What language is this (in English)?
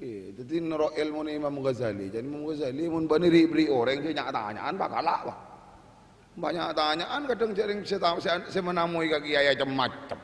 Madurese